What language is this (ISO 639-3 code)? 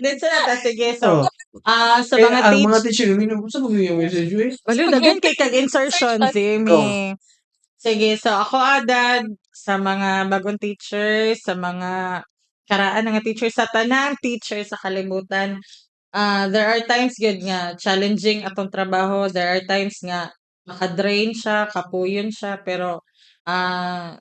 ceb